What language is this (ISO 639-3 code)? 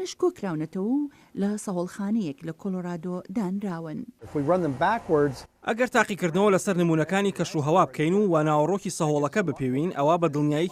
ckb